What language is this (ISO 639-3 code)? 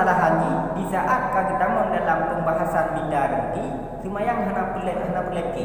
ace